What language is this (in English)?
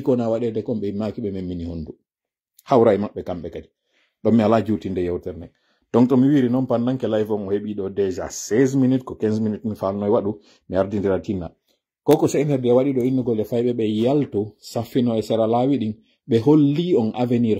Pular